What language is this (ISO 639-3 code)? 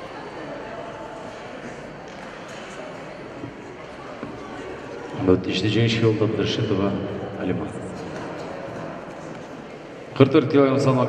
kaz